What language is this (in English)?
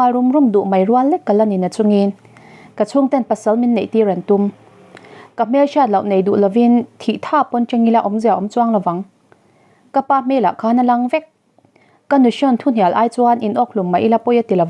Mizo